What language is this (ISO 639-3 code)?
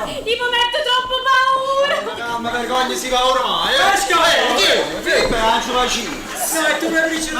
nap